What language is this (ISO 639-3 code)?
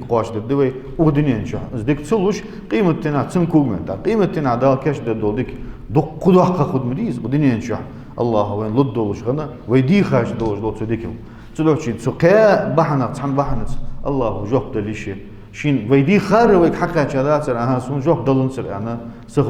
inh